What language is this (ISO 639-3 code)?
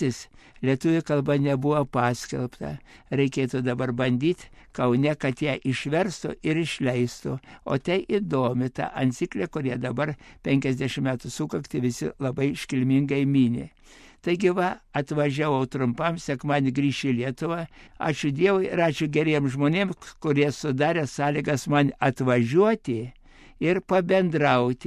lit